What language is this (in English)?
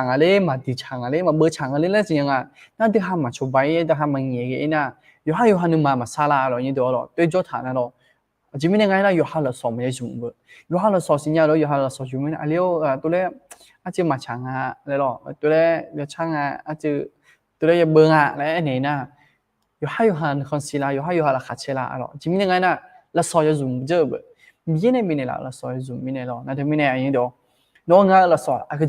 Akha